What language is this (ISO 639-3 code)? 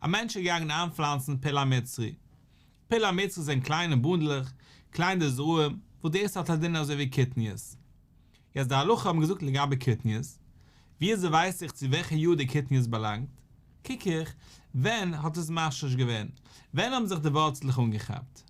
yid